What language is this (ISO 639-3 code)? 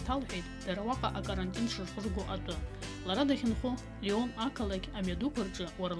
abk